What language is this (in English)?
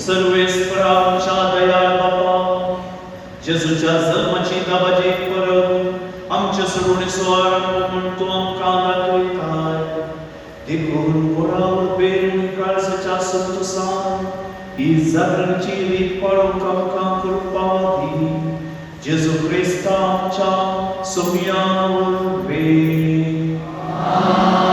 Konkani